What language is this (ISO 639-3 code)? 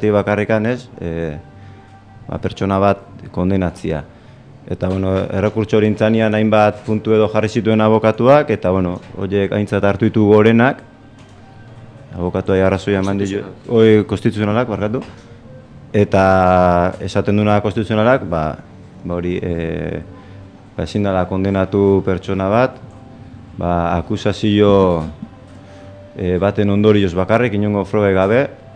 eus